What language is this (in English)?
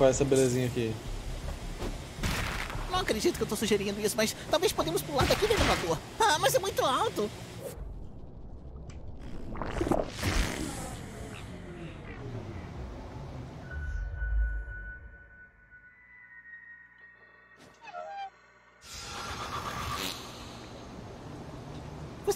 Portuguese